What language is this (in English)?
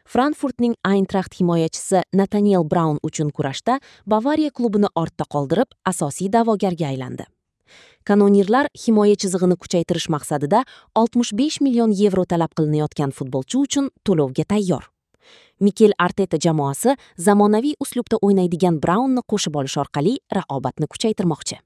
Uzbek